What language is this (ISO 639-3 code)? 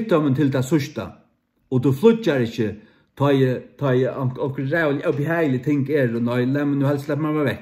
fao